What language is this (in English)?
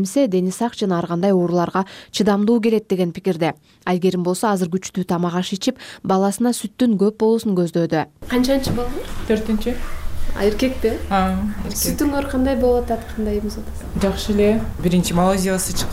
Kyrgyz